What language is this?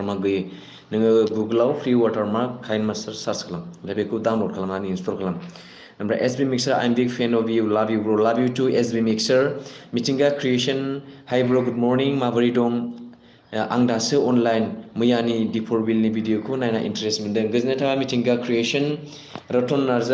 Bodo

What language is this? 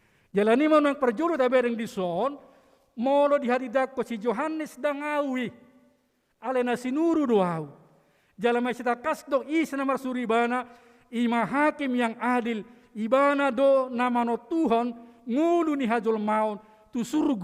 Batak Toba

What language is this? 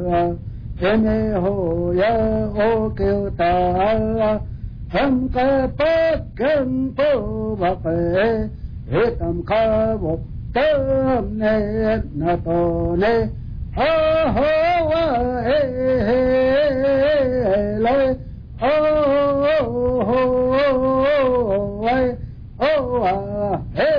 Vietnamese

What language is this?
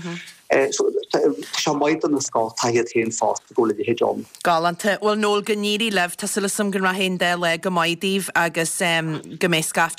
Irish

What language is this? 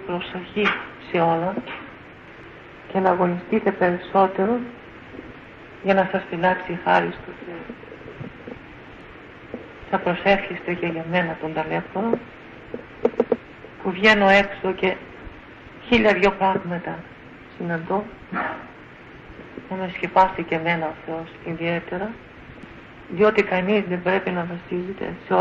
Greek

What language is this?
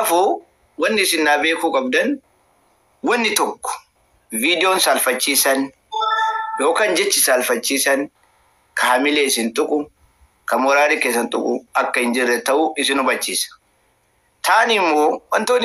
Oromo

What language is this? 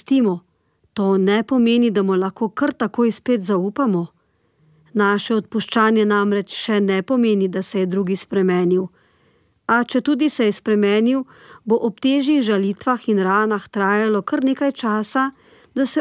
Slovenian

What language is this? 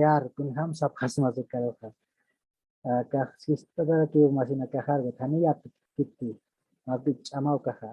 Aymara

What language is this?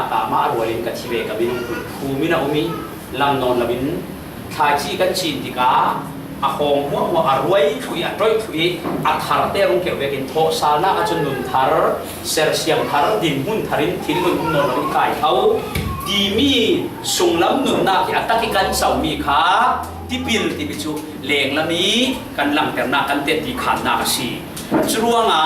Falam Chin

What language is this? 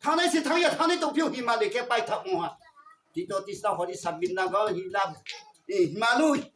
Riang (India)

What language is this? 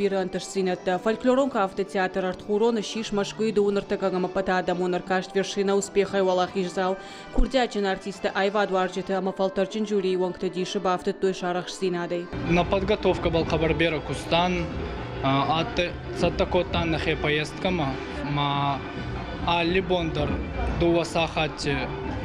Ossetic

